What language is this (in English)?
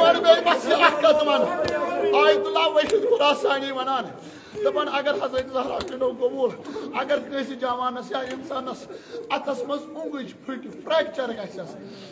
Kashmiri